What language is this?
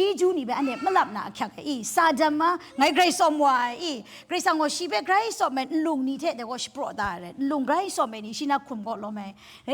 Kachin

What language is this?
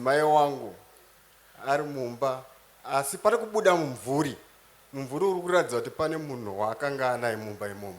Shona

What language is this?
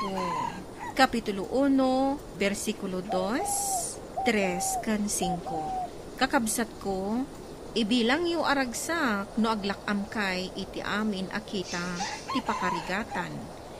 Iloko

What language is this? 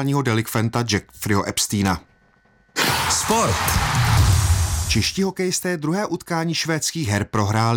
Czech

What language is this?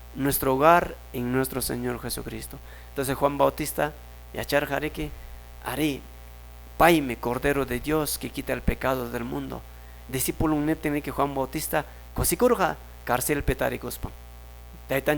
Quechua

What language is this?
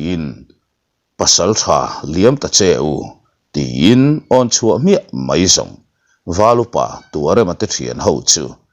Mizo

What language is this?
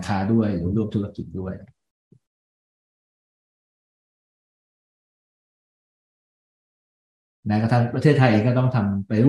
Thai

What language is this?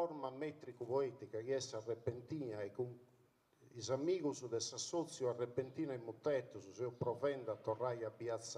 Sardinian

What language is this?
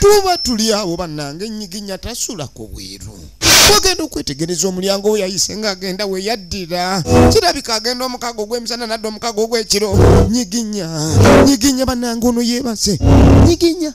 Ganda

